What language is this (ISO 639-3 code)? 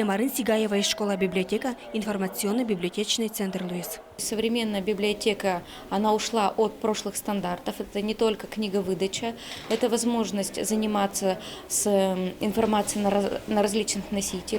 udm